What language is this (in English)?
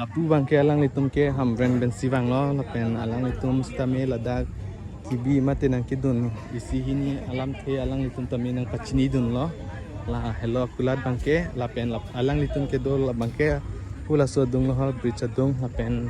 Karbi